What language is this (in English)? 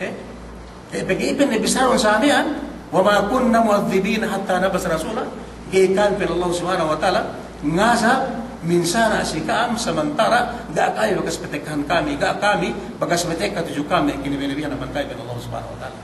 Yakan